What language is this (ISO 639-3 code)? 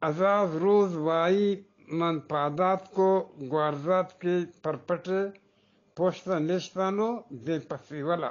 bgp